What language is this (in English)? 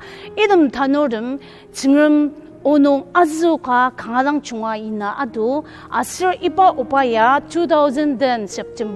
Ao Naga